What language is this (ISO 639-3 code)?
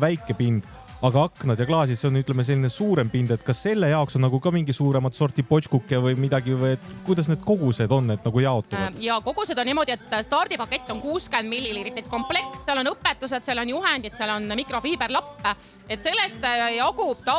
est